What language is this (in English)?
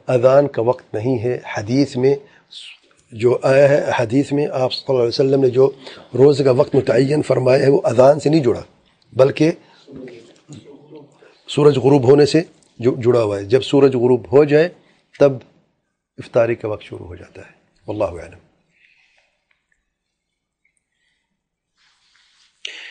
Urdu